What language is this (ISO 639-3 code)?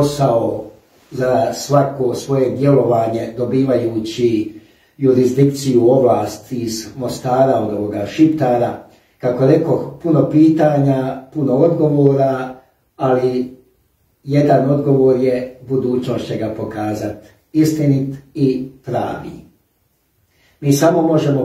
hrv